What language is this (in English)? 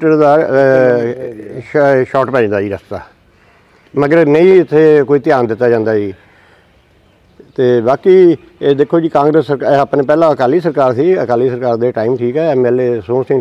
Punjabi